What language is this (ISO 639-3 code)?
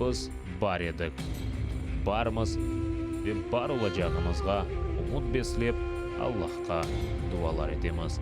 crh